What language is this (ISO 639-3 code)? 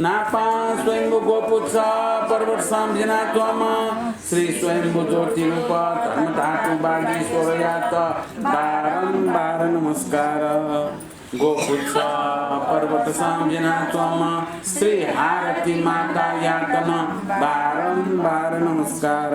new